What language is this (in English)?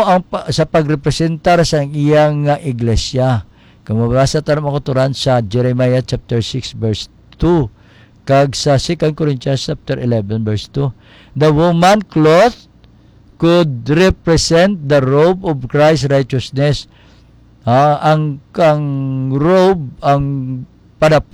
Hiligaynon